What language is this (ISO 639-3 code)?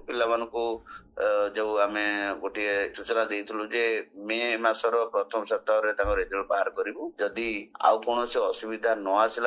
ori